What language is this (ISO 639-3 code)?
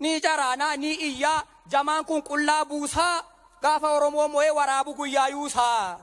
orm